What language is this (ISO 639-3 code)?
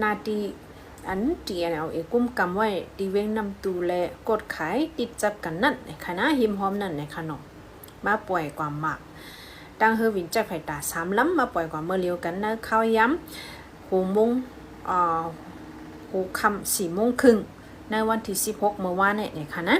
shn